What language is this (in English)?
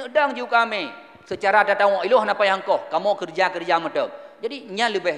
Achinese